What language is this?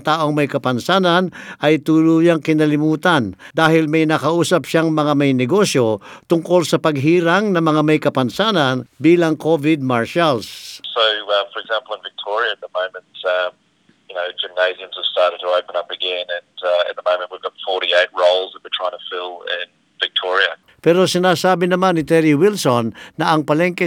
Filipino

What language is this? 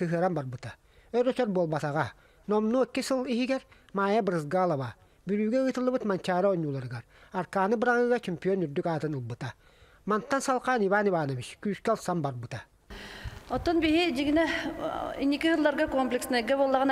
Yakut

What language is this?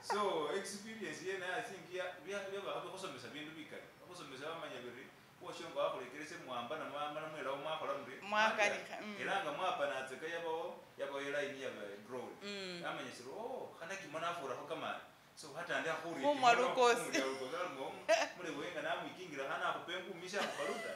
Masaaba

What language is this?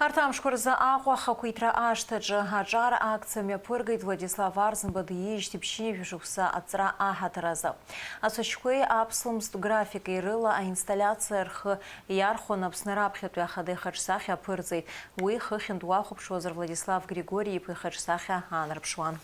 Abkhazian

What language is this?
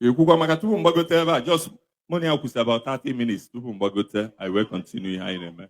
Igbo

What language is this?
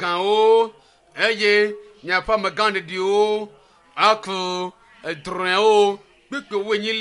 Ewe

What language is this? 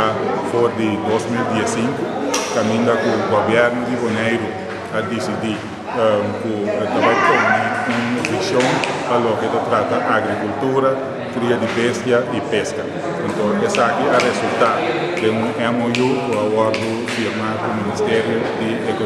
Papiamento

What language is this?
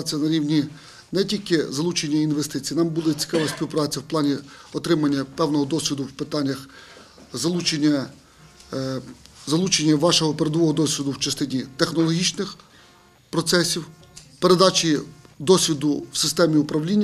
Ukrainian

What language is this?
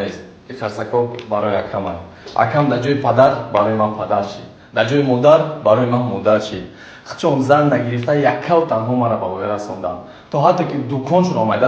Tajik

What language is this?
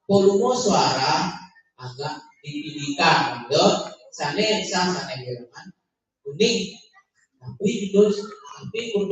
Balinese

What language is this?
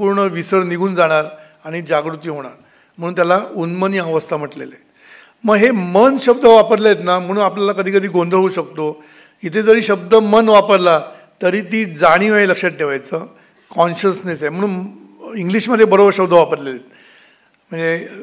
Marathi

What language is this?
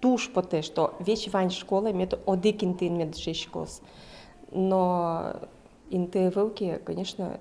Udmurt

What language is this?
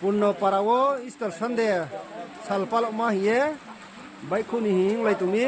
Riang (India)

